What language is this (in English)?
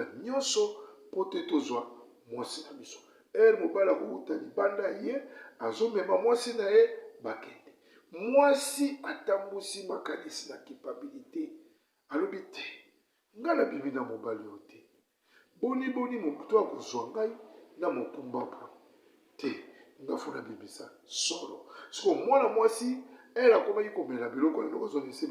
Lingala